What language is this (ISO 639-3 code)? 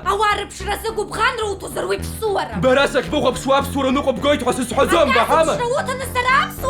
abk